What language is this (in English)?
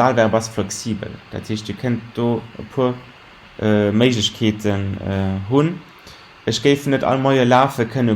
Luxembourgish